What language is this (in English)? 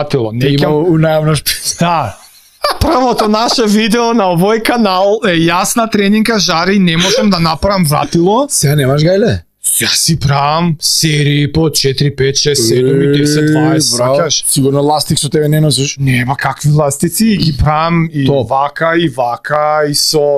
Macedonian